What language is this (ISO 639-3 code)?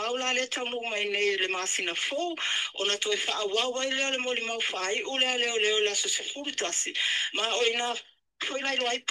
smo